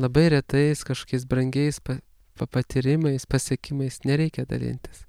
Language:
Lithuanian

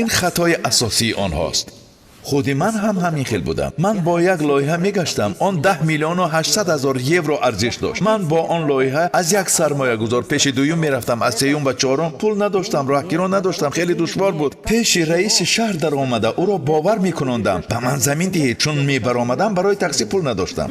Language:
Tajik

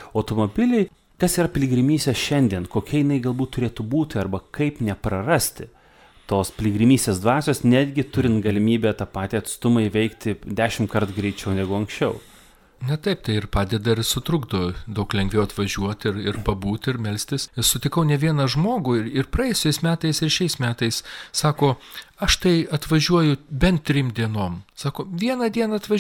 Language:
Lithuanian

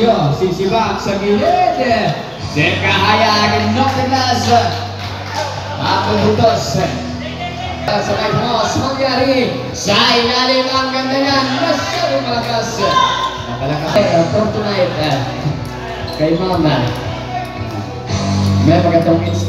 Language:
Filipino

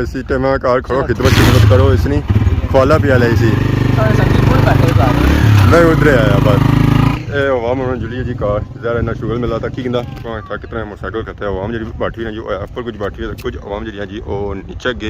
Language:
Pahari-Potwari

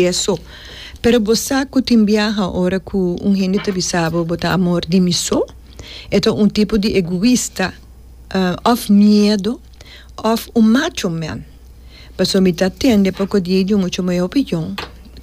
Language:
Papiamento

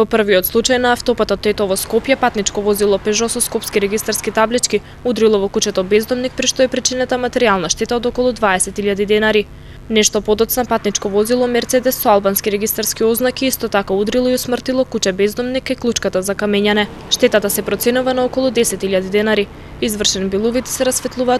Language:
Macedonian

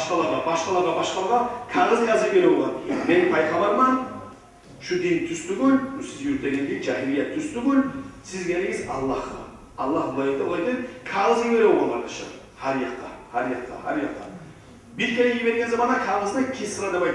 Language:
Kumyk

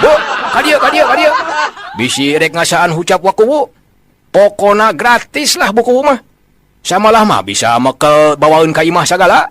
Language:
Sundanese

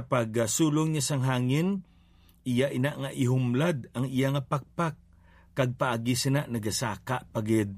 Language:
Hiligaynon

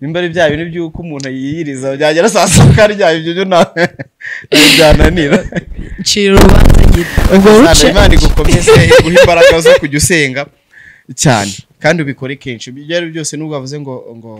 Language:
Kinyarwanda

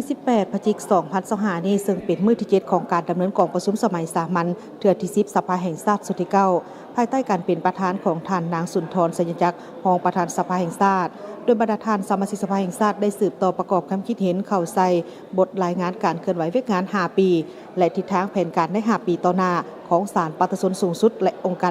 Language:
Lao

